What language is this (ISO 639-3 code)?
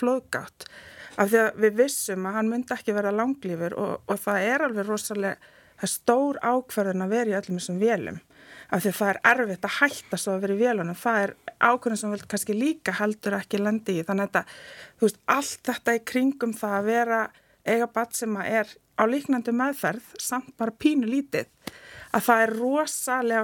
isl